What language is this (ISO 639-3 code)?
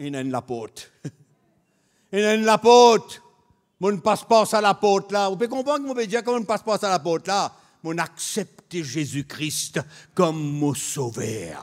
mfe